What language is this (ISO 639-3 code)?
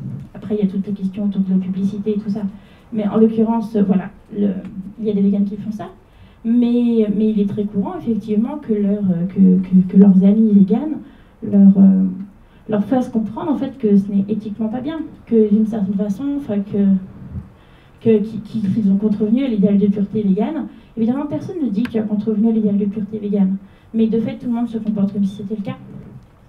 fra